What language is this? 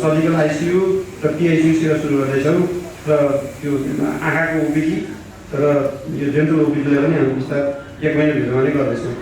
Nepali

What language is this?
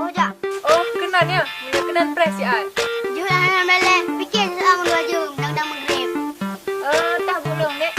Achinese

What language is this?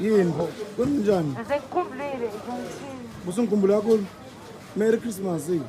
Zulu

